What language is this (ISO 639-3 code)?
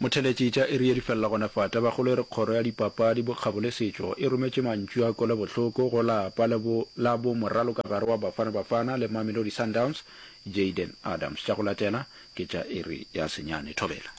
nso